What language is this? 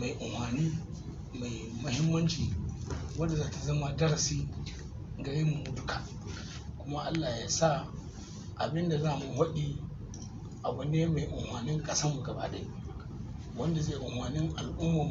Hausa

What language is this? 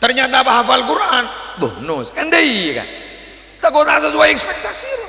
Madurese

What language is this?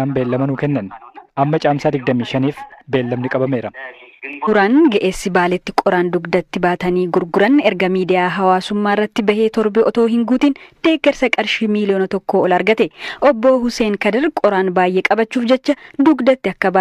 Oromo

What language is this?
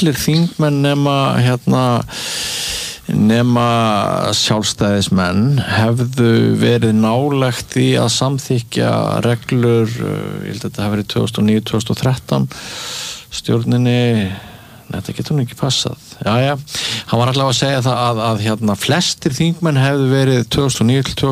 Icelandic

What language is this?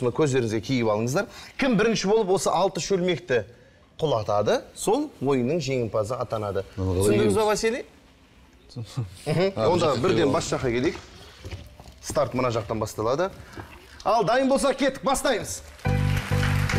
Kazakh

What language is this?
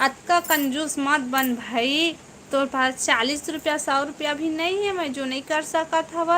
Chhattisgarhi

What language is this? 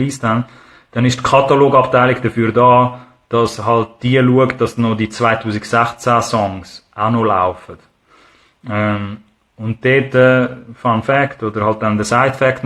Swiss German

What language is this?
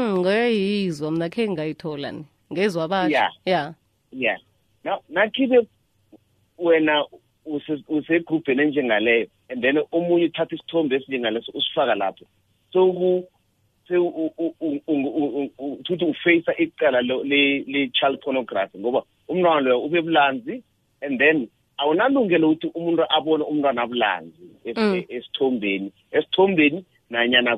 South Ndebele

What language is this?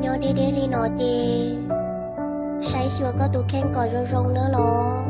Hmong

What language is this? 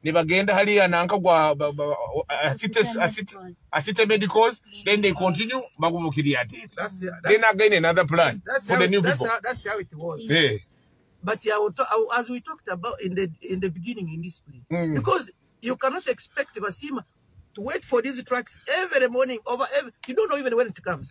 Nyoro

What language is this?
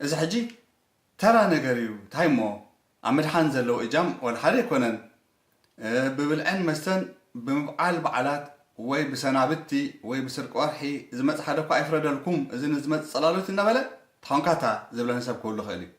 Tigrinya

